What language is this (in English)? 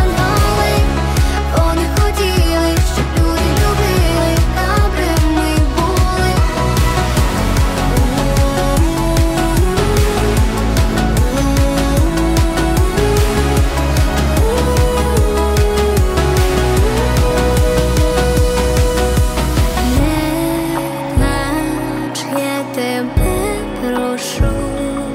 Ukrainian